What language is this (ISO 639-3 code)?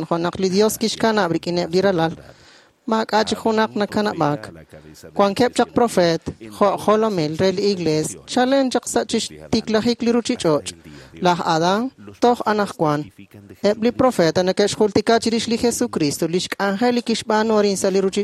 kek